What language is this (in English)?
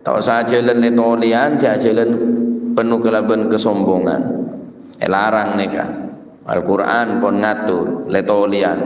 Madurese